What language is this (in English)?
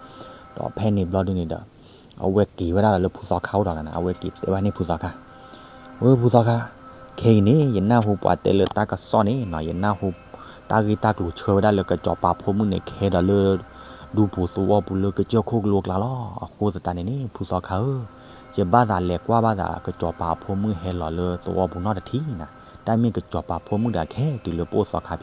S'gaw Karen